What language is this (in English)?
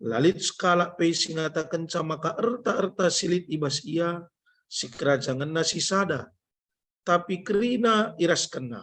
Batak Karo